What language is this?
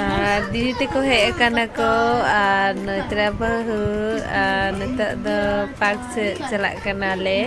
Santali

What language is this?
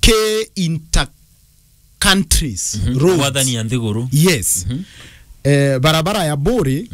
Meru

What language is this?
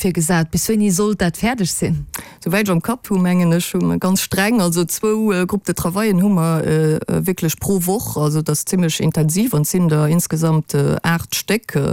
Luxembourgish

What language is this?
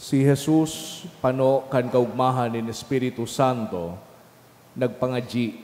Bikol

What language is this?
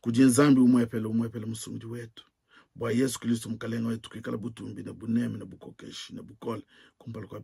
Luba-Lulua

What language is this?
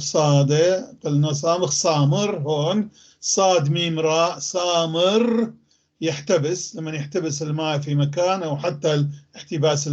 North Levantine Arabic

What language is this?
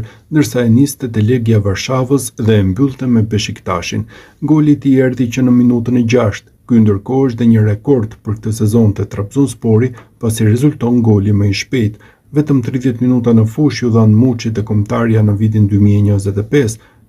Albanian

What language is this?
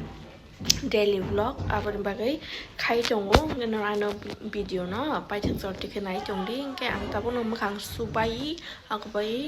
Kok Borok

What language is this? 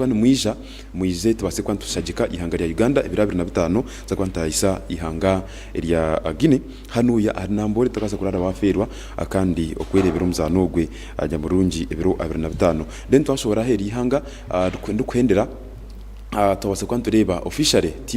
Nyankole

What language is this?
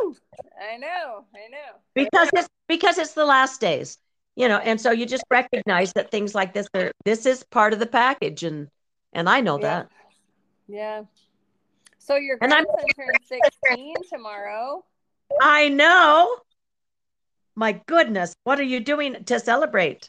English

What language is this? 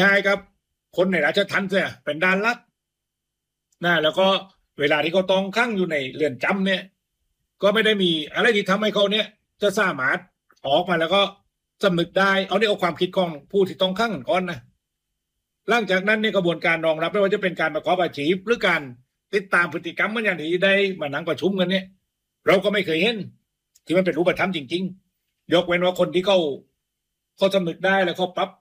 Thai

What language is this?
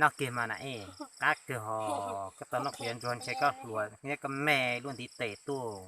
Hmong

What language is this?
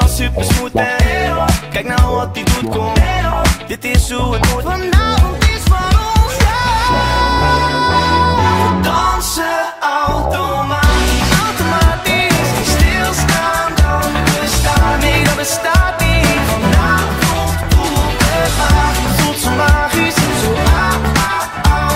Dutch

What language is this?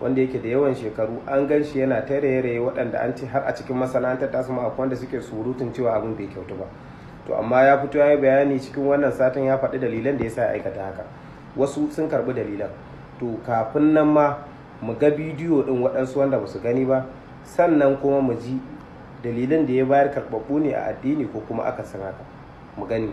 Hausa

